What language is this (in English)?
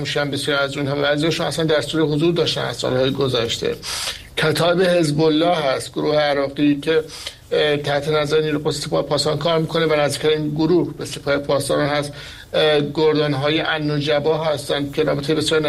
Persian